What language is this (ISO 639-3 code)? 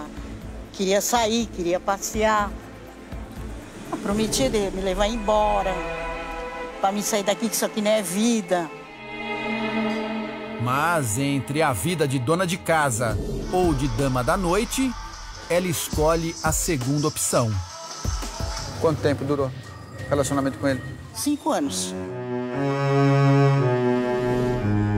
por